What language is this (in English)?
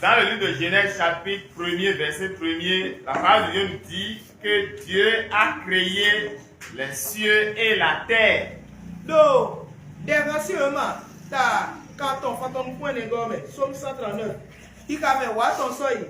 Fon